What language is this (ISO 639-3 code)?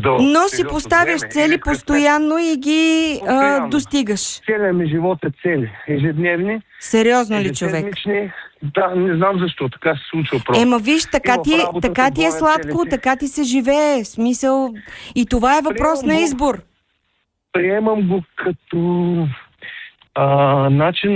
bul